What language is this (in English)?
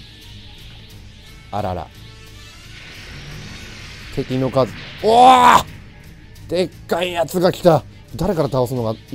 Japanese